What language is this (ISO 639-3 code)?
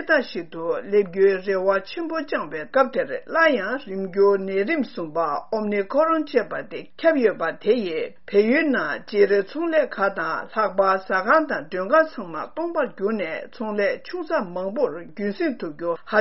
bod